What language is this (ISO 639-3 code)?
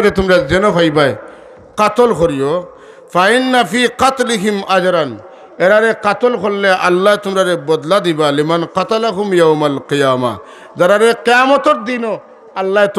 syl